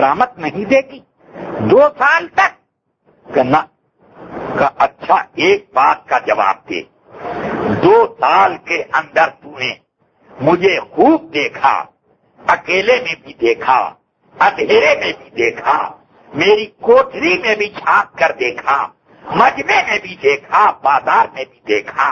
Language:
Urdu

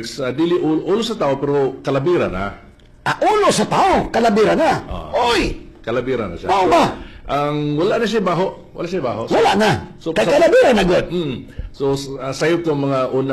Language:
Cebuano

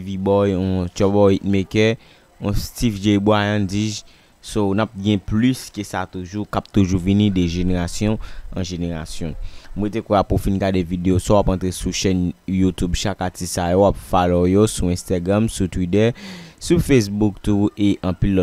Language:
Haitian Creole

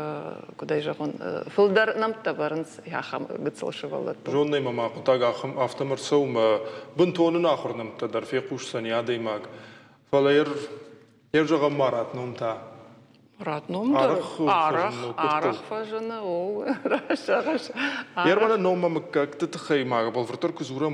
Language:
Ossetic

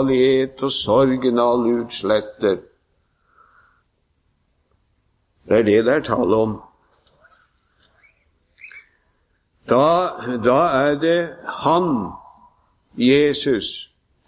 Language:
Norwegian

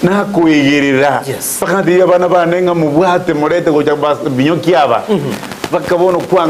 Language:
Gusii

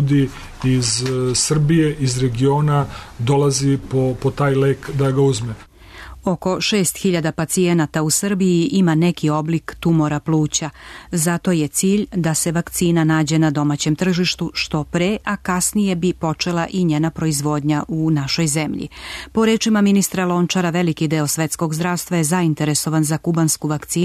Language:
Serbian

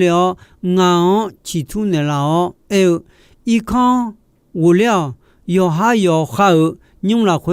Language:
Akha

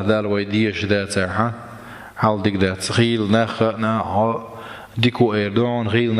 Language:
Chechen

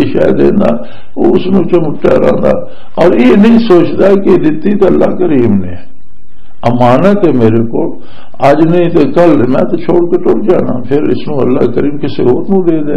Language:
Western Panjabi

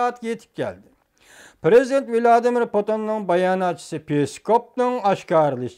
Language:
Uyghur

